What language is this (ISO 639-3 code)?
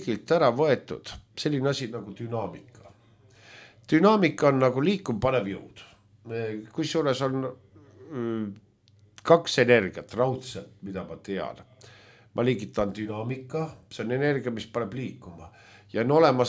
est